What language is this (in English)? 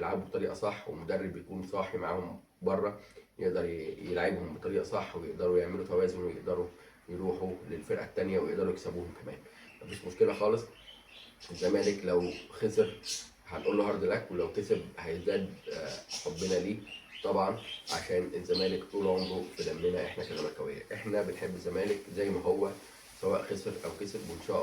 Egyptian Arabic